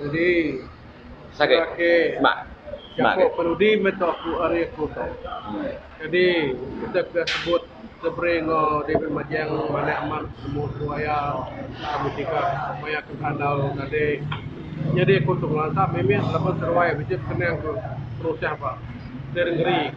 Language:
Iban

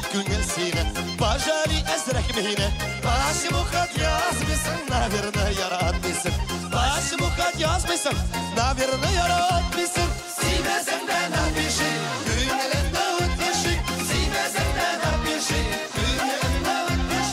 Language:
Tatar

